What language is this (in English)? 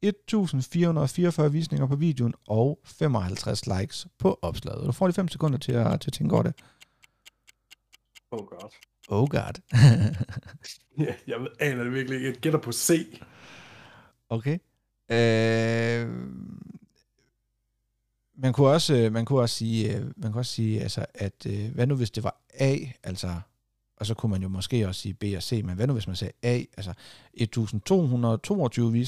Danish